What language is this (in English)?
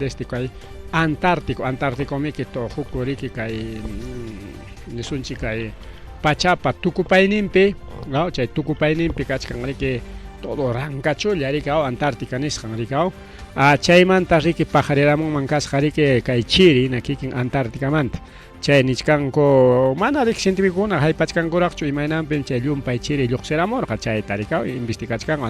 Ayacucho Quechua